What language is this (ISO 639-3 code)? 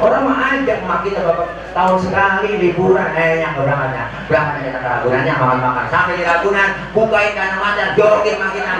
bew